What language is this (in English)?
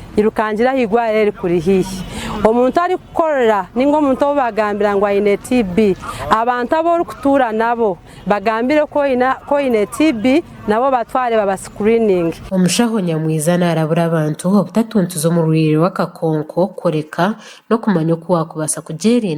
Nyankole